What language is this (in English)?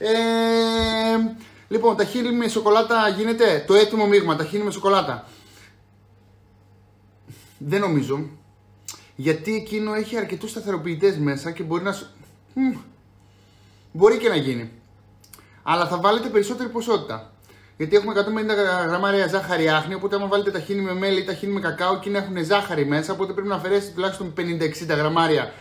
Greek